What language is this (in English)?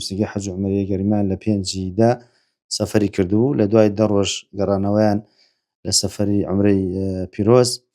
Central Kurdish